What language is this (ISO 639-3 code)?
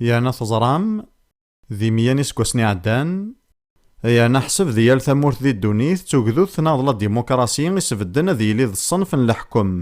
kab